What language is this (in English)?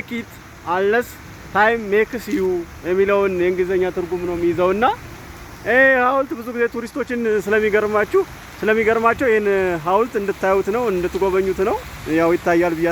Amharic